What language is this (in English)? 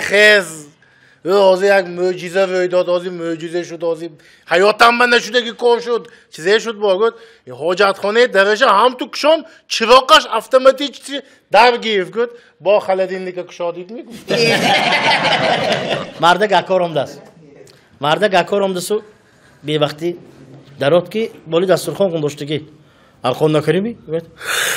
Tajik